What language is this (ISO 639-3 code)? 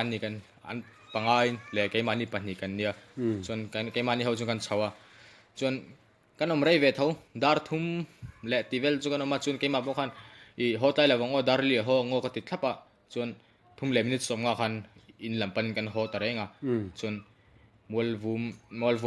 lus